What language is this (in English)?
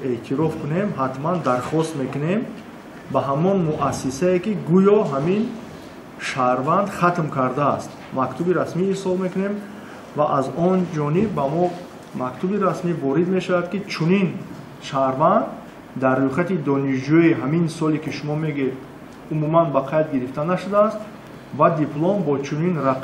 Tajik